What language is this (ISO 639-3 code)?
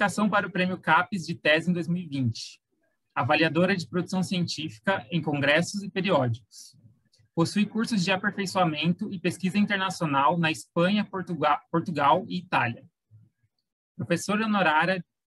por